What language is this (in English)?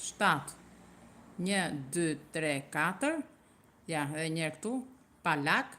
Albanian